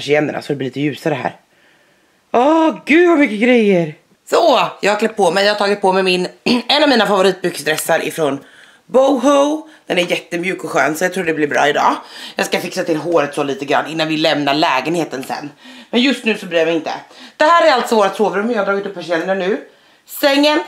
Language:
Swedish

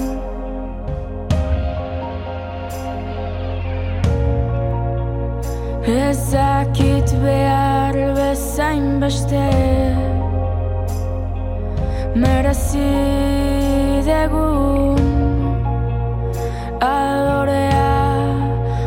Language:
Basque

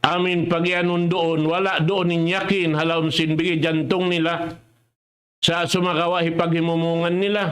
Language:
Tausug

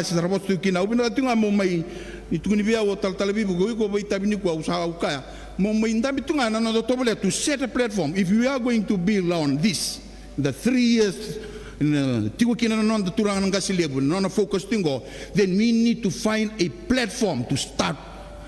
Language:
Fijian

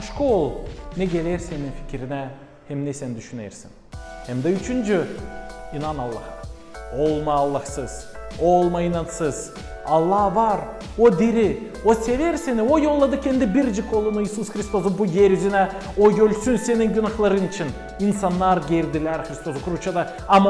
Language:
Gagauz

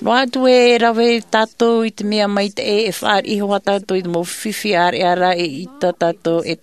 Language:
Tahitian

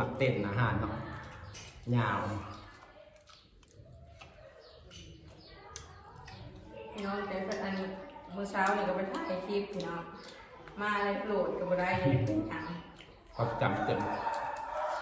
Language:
Thai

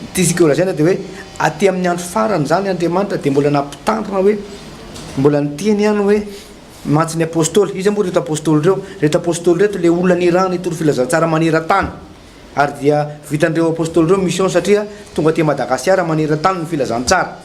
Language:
Malagasy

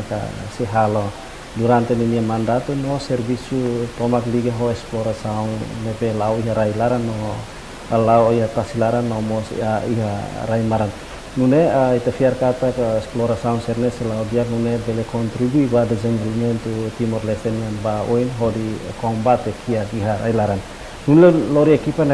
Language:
Tetum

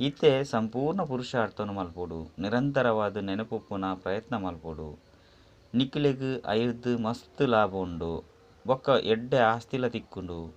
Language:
Tulu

